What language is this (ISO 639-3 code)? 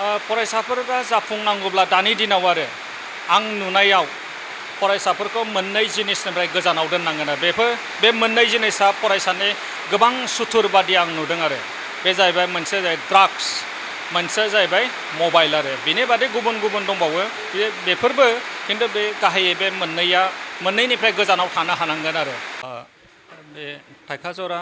brx